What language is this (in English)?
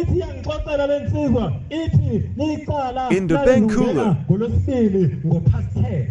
Zulu